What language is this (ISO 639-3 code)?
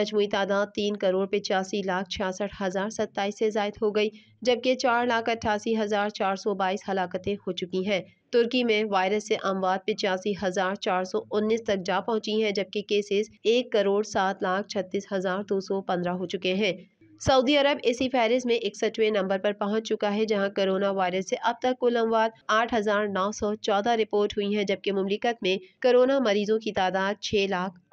urd